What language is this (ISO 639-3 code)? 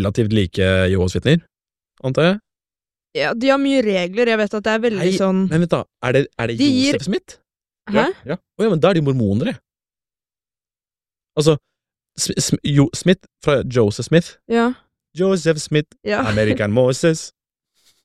nor